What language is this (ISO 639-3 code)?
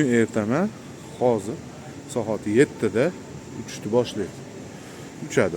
uzb